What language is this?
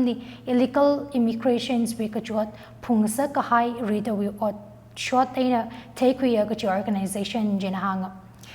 Tangkhul Naga (India)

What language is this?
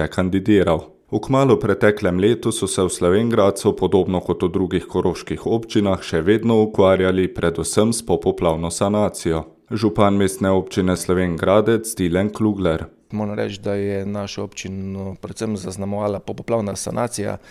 Slovenian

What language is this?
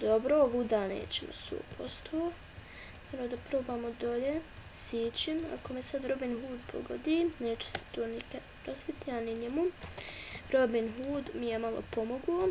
Bosnian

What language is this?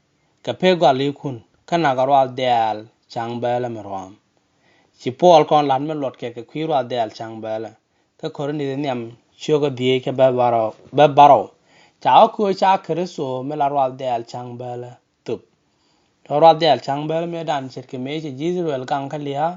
Nuer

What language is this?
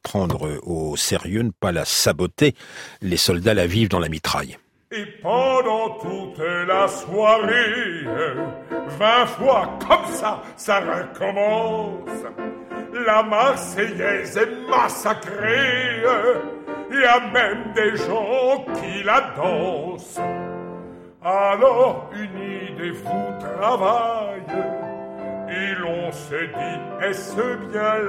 French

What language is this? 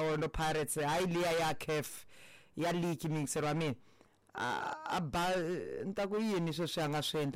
Tsonga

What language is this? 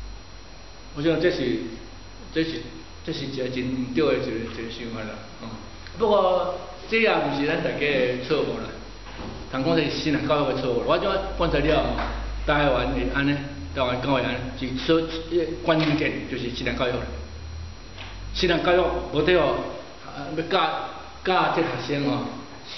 Min Nan Chinese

